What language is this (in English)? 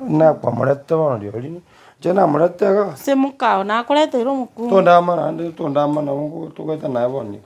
Gusii